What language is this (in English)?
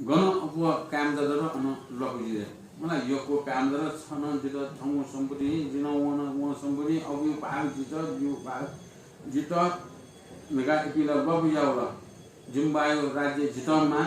Newari